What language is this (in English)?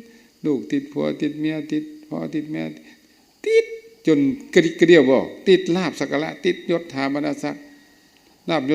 Lao